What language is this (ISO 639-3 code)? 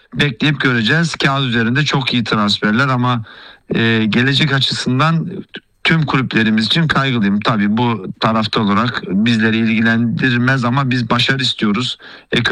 tur